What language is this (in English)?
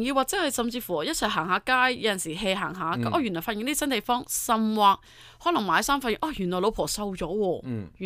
Cantonese